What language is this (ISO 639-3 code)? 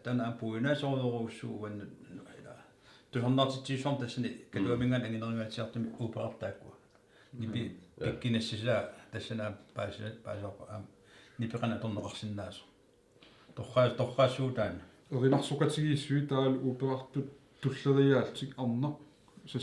kal